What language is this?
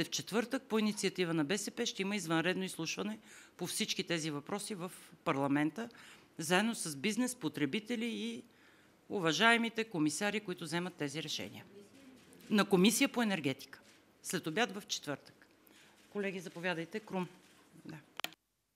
Bulgarian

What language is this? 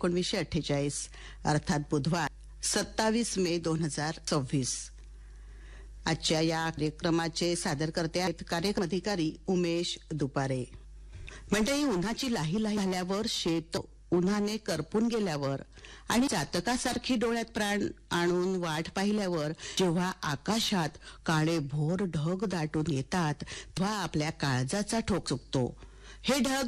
Marathi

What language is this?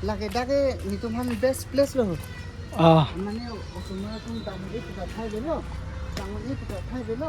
Karbi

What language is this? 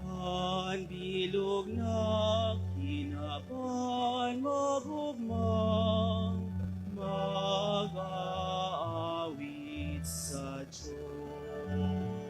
Bikol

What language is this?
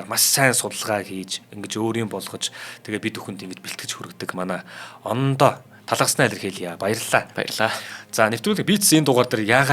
Mongolian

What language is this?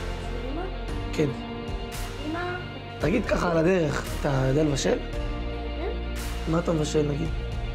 Hebrew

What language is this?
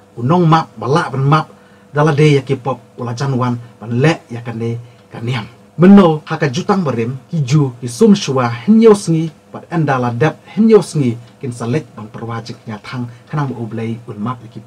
Khasi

